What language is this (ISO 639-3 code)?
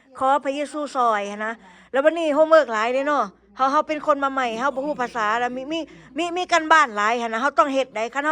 lao